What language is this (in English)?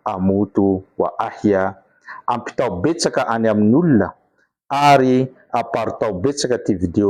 Malagasy